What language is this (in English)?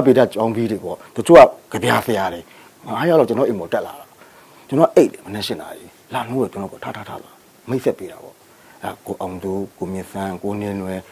Burmese